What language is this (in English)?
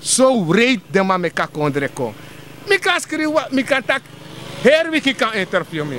Sranan Tongo